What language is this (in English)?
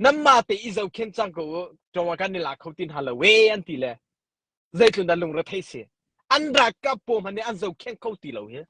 Hakha Chin